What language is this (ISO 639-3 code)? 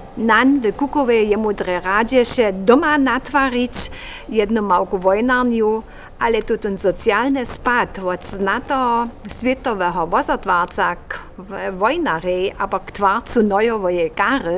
hsb